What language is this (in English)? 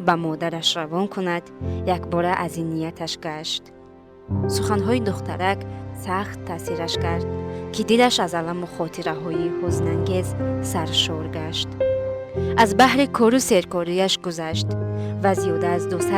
Tajik